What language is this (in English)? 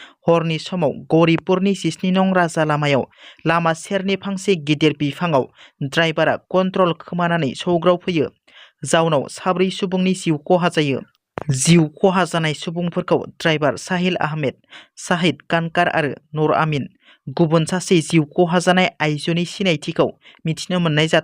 Bodo